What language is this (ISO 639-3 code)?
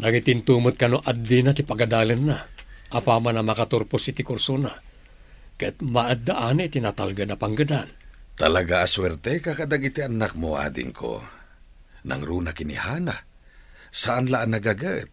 ilo